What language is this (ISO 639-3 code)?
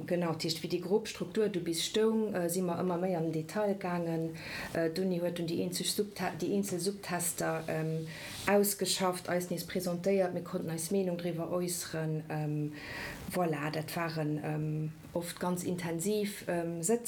ltz